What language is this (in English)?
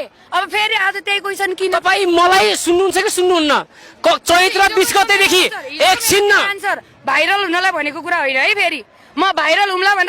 Nepali